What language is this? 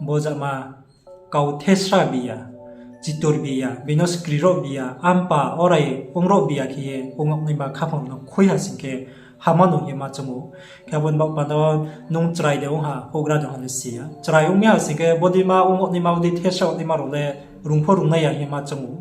Riang (India)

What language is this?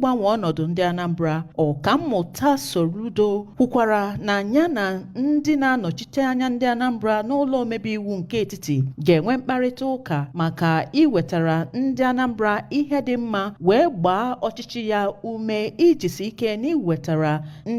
Igbo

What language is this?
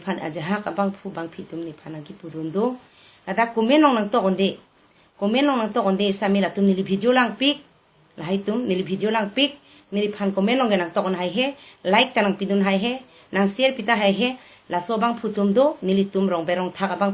Karbi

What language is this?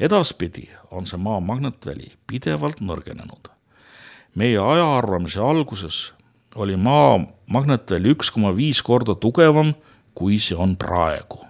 Estonian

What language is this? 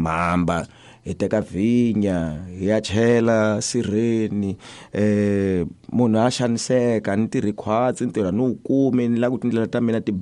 Tsonga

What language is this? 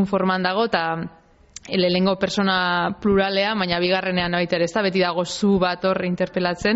Basque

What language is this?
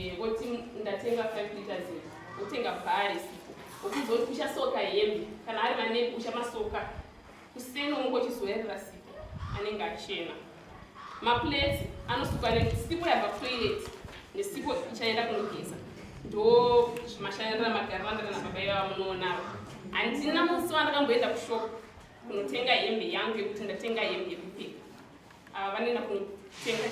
Shona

